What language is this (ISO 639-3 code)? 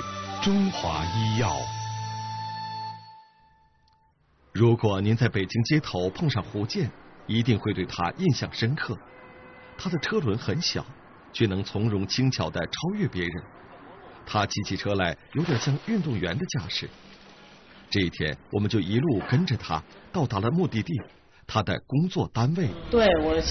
zho